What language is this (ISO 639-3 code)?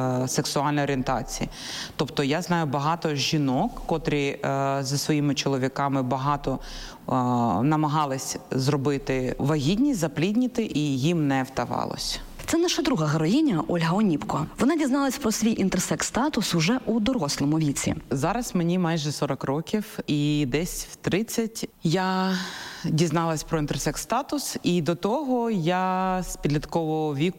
ukr